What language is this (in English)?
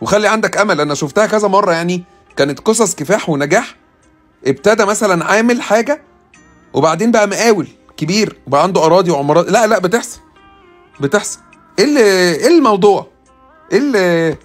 Egyptian Arabic